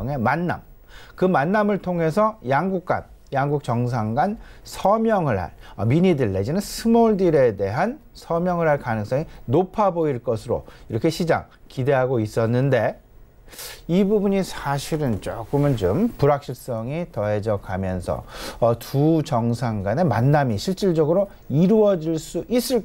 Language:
Korean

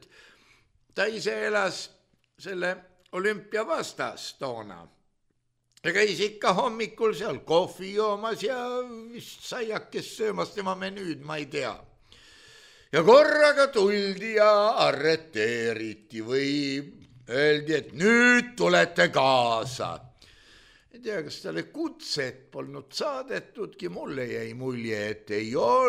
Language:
Estonian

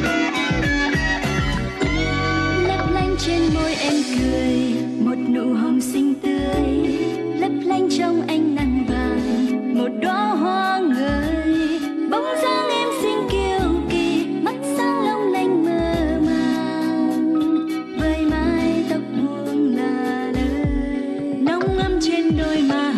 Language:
Vietnamese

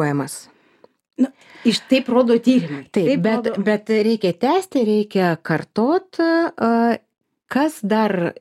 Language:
Lithuanian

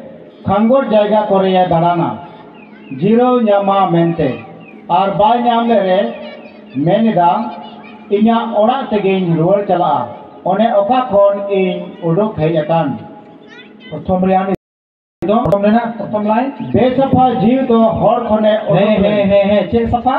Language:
Santali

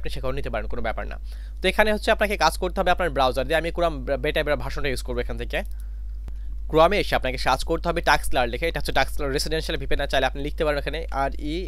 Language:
Bangla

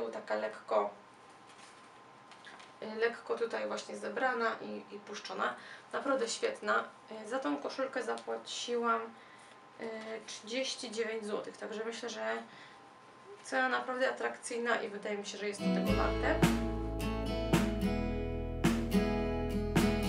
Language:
Polish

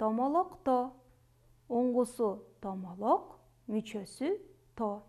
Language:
Kyrgyz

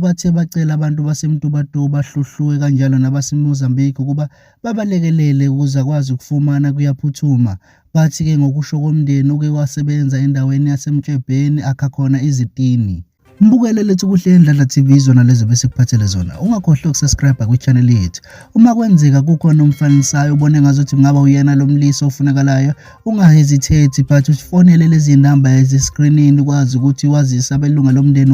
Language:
Zulu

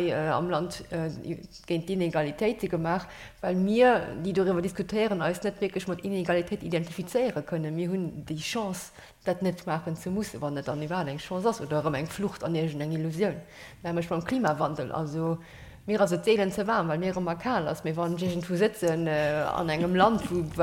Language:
Luxembourgish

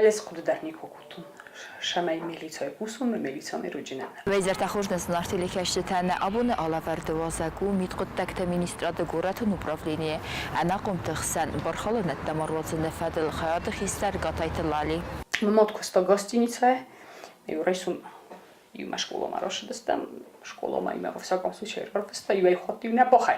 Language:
Ossetic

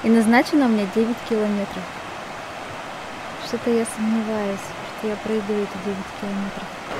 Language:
Russian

